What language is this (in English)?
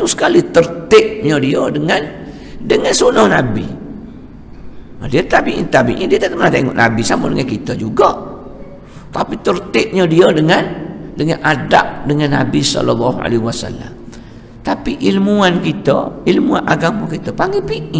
Malay